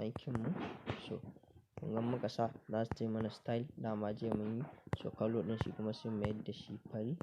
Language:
Hausa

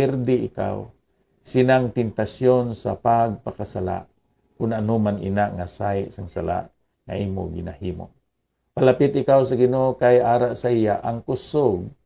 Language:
Hiligaynon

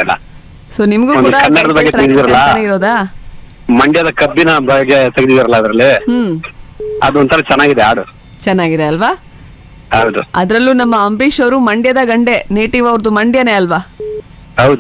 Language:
Kannada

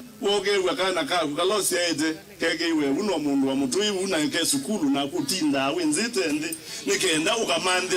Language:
Kamba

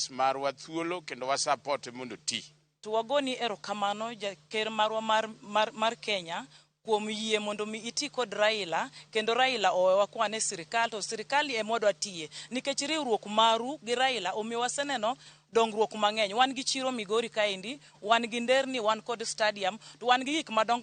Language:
Luo (Kenya and Tanzania)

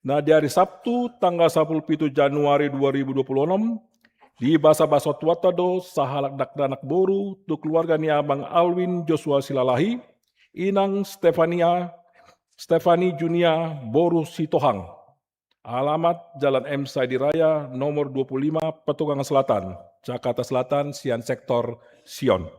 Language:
Batak Toba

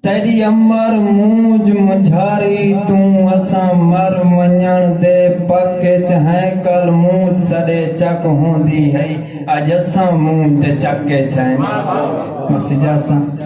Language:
Saraiki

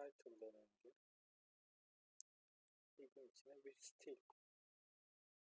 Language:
Turkish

